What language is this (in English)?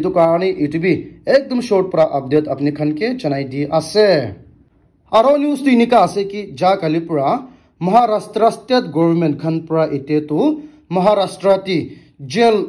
Naga Pidgin